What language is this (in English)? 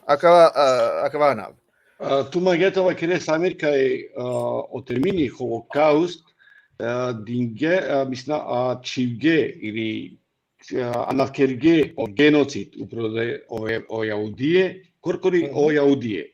Balkan Romani